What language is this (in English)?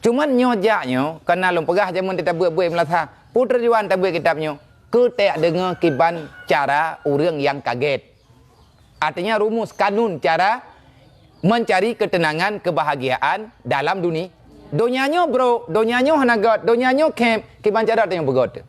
Achinese